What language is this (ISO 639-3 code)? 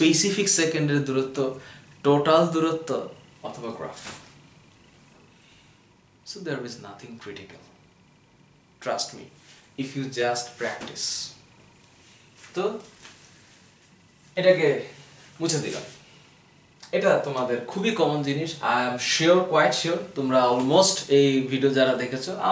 ben